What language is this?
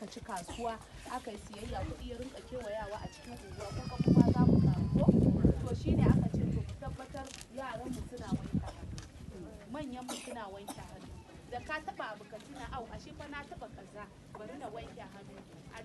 Hausa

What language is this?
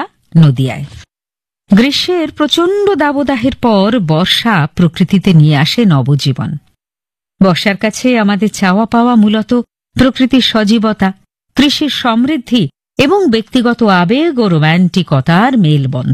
Bangla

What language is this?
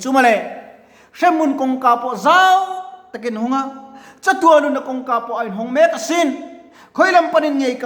Mizo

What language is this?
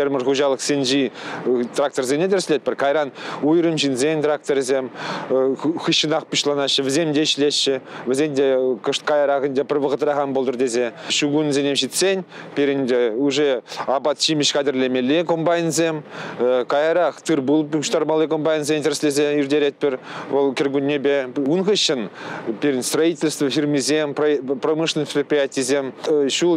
Chuvash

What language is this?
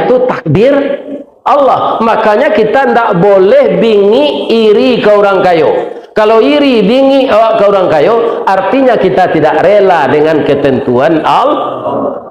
Minangkabau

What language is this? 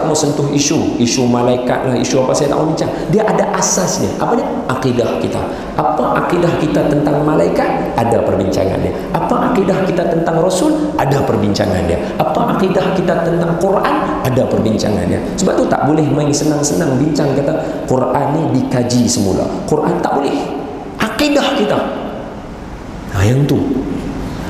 Malay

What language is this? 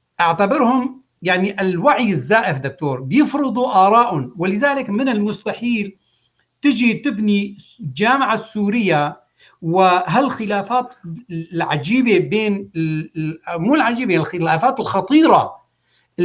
North Levantine Arabic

